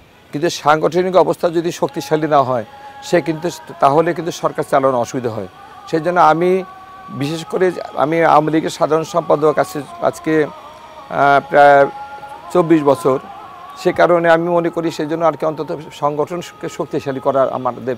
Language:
Bangla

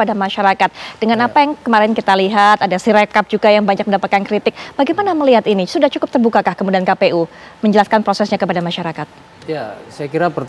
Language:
Indonesian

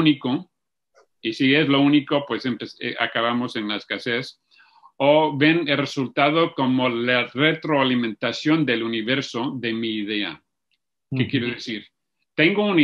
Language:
Spanish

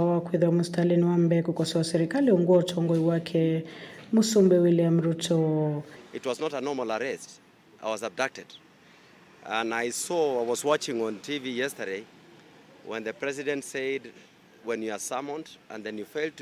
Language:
Kamba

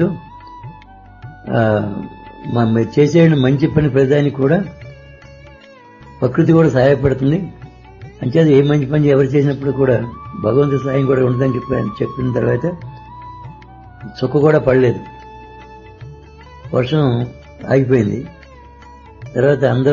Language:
Telugu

